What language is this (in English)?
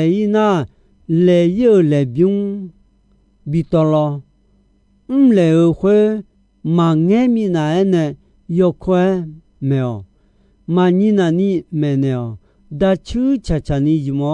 Akha